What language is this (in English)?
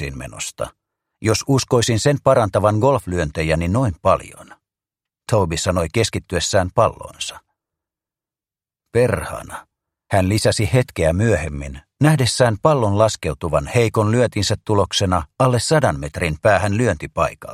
Finnish